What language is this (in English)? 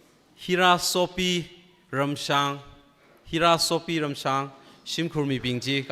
Tangkhul Naga (India)